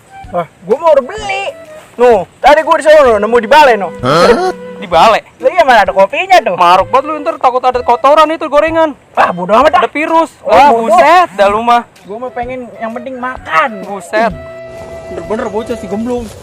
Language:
Betawi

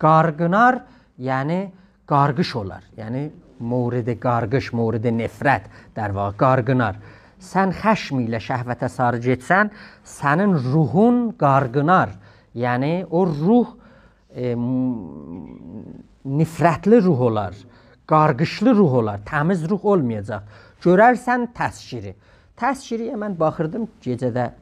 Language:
South Azerbaijani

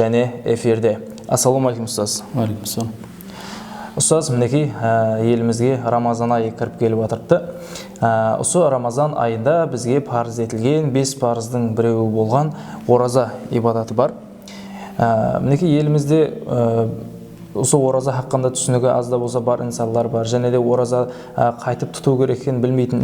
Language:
Kara-Kalpak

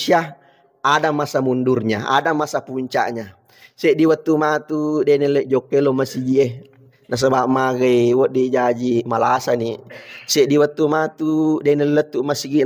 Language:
Buginese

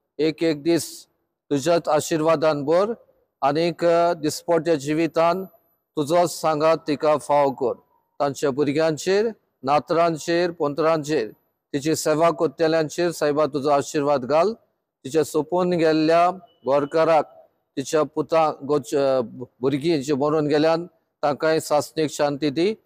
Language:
Konkani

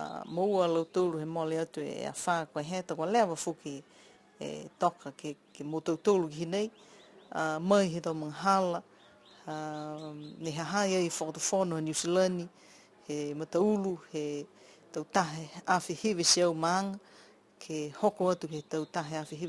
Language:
Niuean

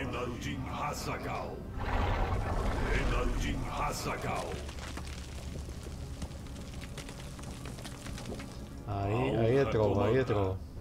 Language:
Portuguese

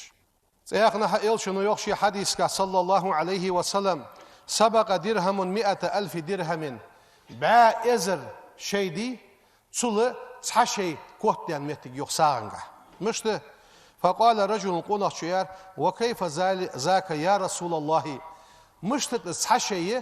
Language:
Ingush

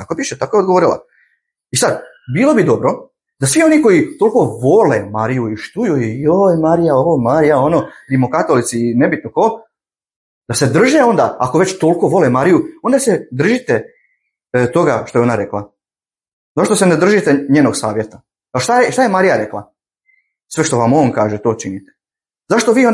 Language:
Bosnian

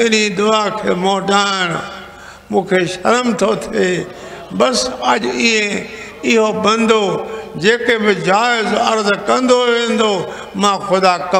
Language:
Sindhi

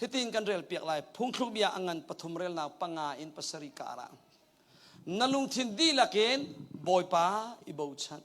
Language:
Hakha Chin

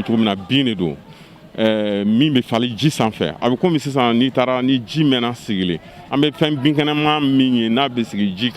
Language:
Bambara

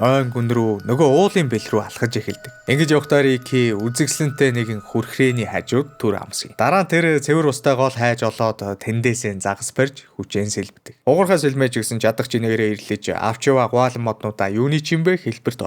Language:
Mongolian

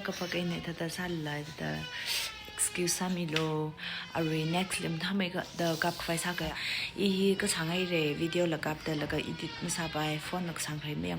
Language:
Tangkhul Naga (India)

